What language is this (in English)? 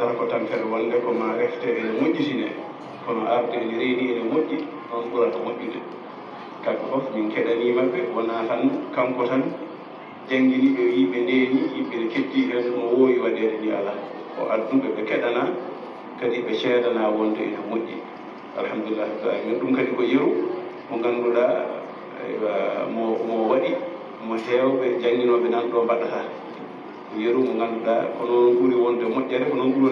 Fula